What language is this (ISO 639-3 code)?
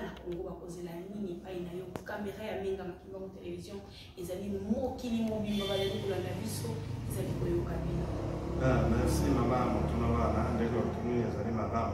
lin